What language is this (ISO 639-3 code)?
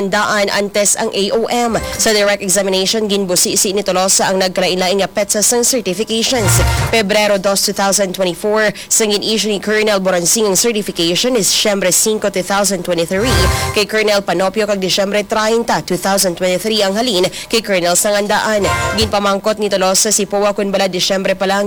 hil